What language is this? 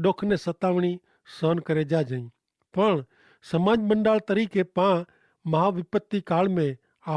Kachhi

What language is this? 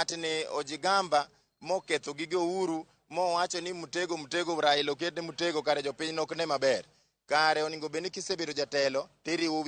Luo (Kenya and Tanzania)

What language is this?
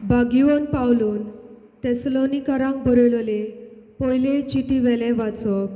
Konkani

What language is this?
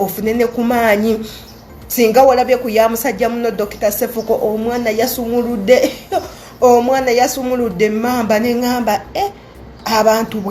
Ganda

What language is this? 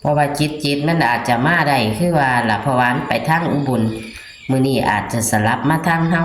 Northeastern Thai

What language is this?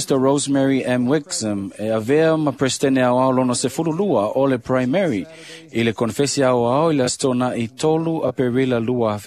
Samoan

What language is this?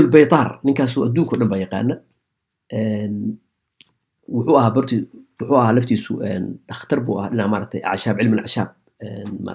Somali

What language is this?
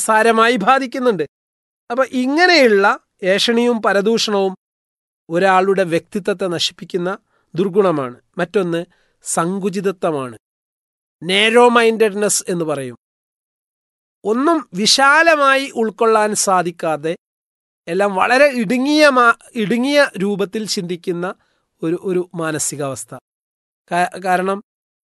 Malayalam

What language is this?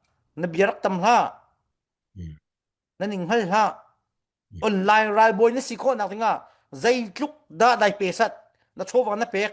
Falam Chin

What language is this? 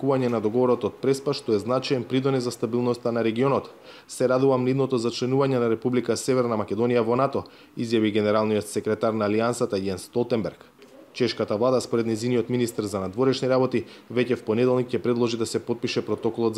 Macedonian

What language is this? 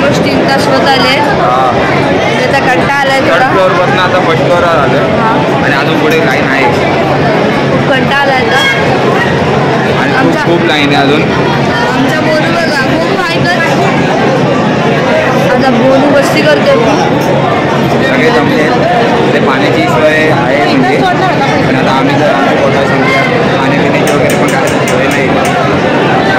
Marathi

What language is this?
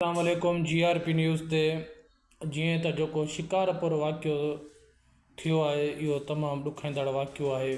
Sindhi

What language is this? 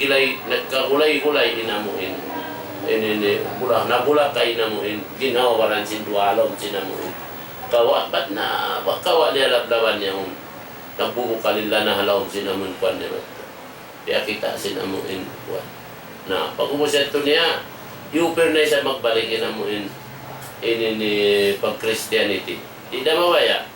Tausug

